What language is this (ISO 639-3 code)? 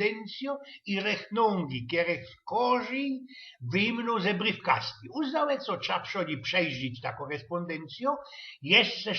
szl